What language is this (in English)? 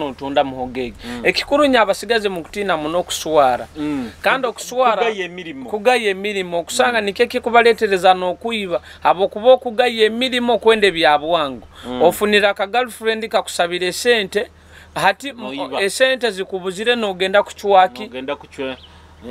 Nyoro